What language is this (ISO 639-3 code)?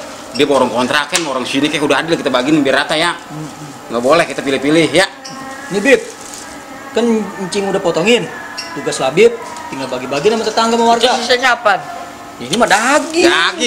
bew